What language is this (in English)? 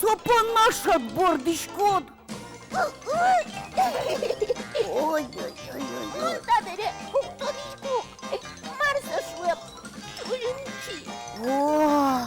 Udmurt